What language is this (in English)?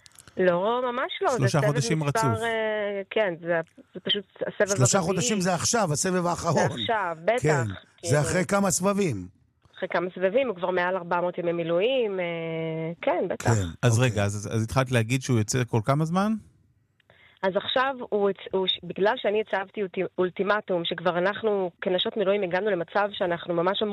Hebrew